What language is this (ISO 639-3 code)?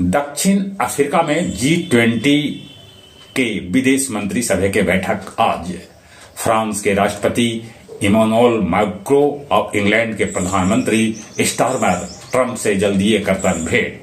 mag